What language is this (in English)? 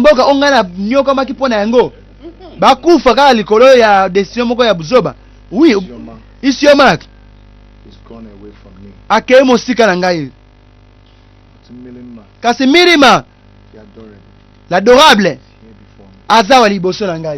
Lingala